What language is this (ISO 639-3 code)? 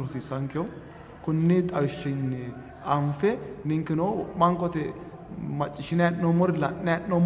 sid